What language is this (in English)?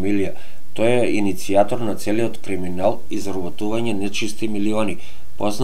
Macedonian